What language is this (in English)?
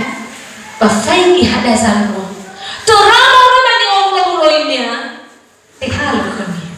Nias